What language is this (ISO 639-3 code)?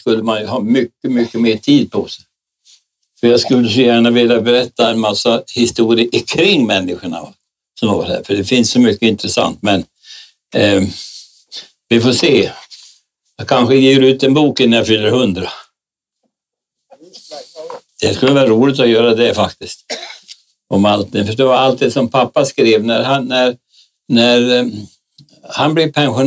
swe